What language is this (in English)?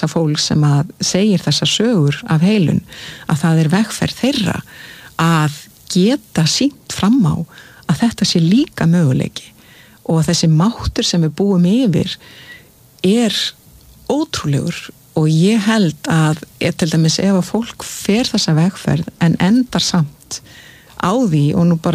Icelandic